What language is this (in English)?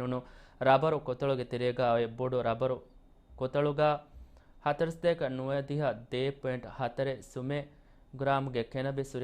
Divehi